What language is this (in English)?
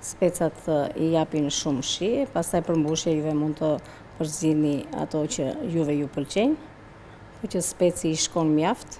Albanian